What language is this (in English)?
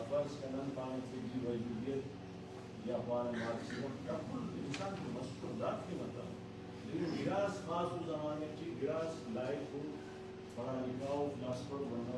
Brahui